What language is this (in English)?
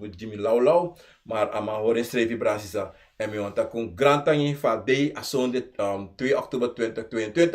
Sranan Tongo